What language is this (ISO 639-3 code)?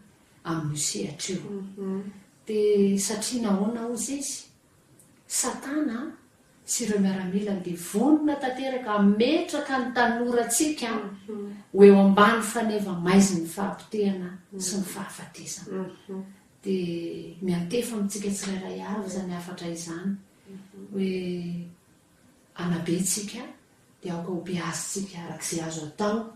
mlg